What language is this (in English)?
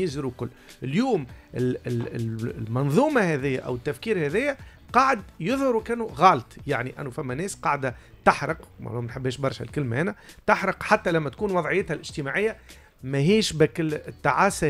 Tunisian Arabic